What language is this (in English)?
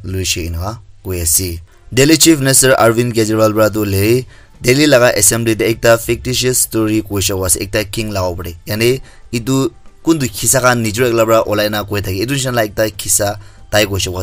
Naga Pidgin